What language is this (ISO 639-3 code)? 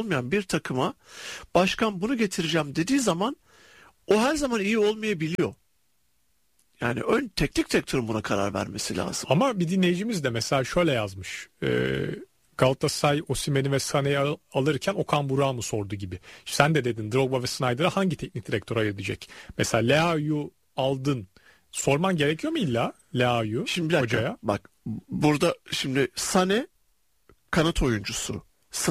tur